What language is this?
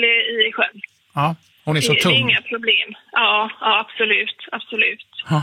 Swedish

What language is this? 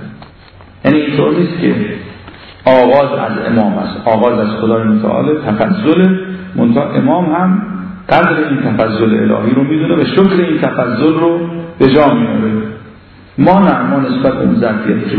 Persian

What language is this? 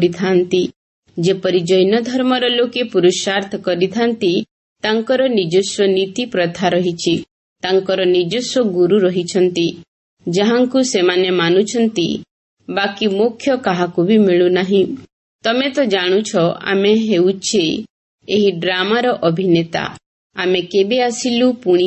Odia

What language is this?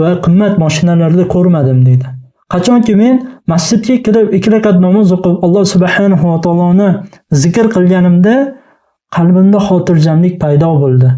Uzbek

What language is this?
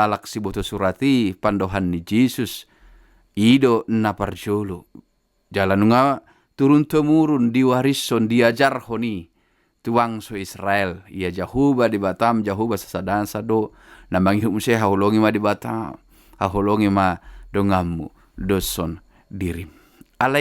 Batak Toba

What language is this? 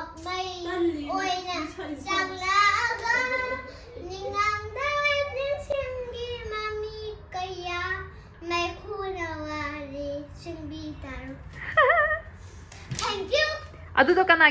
Manipuri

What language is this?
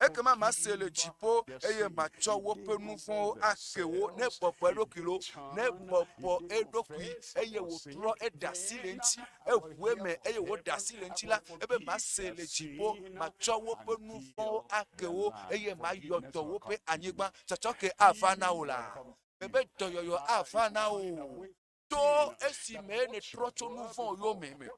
Ewe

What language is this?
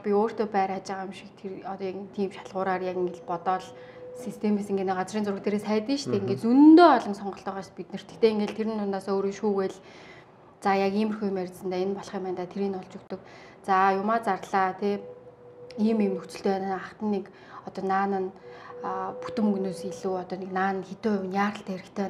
Mongolian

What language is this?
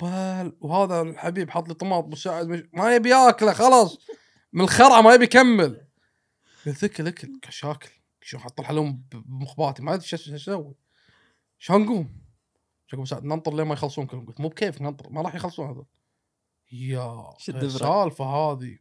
Gulf Arabic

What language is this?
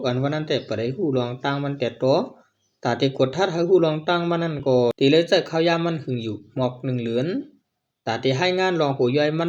Shan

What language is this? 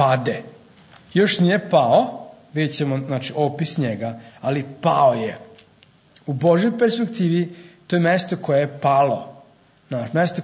Serbian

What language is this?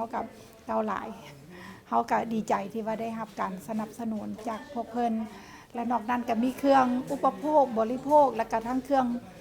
Lao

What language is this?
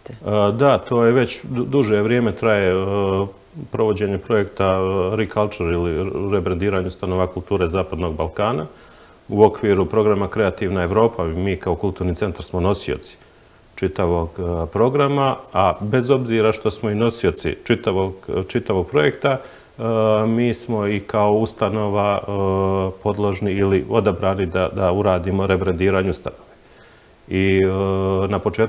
Bosnian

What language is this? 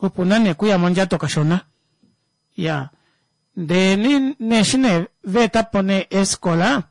Kuanyama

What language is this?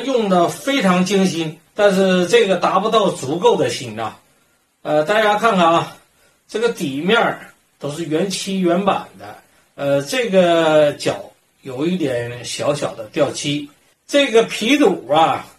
Chinese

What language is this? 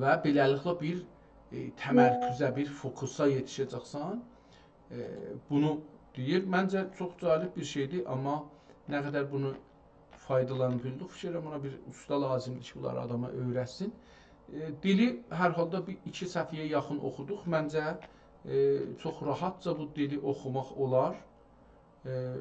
South Azerbaijani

